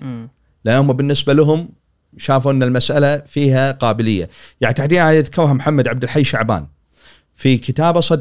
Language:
Gulf Arabic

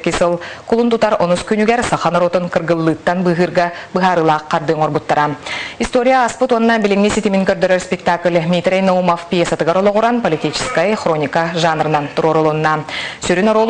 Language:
Yakut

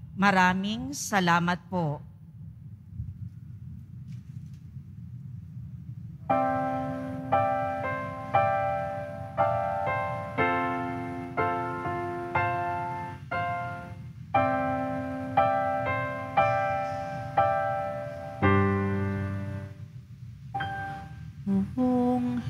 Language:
Filipino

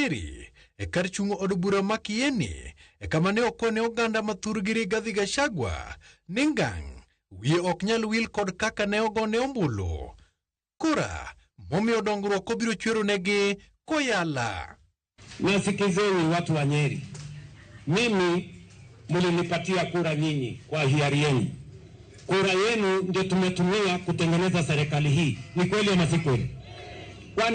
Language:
Luo (Kenya and Tanzania)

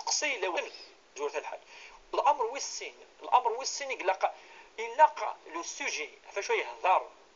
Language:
Kabyle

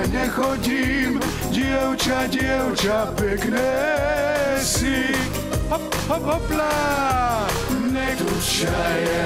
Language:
Slovak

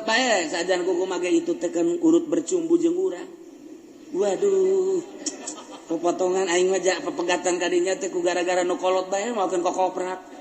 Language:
Sundanese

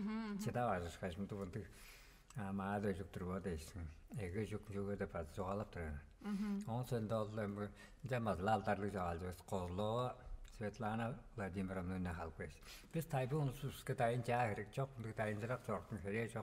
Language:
Tuvinian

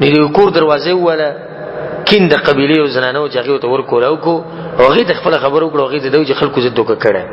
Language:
Pashto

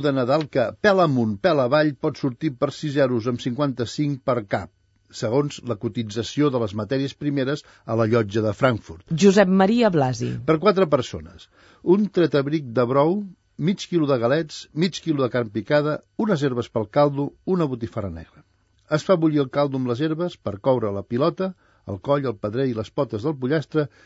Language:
Catalan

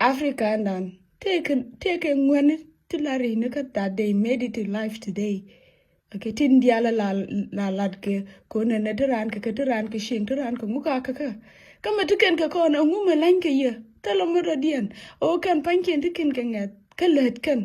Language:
Nuer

